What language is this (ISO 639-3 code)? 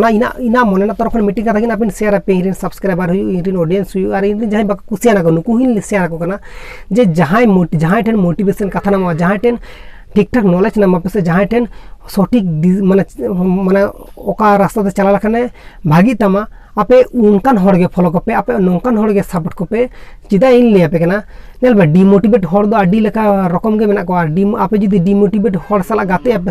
sat